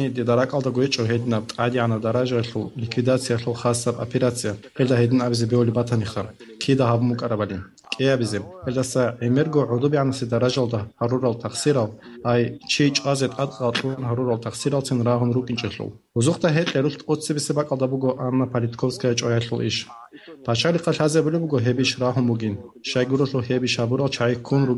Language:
Avaric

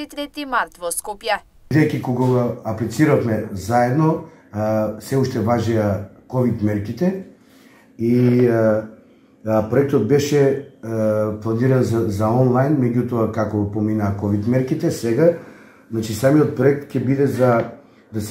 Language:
Macedonian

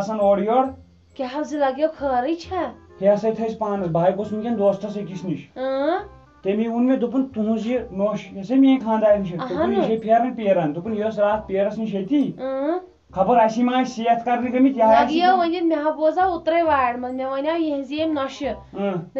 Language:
Kashmiri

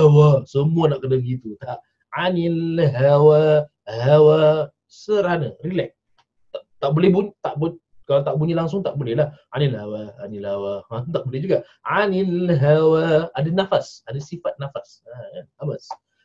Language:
Malay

